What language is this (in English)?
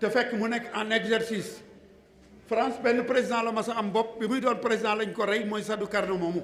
Wolof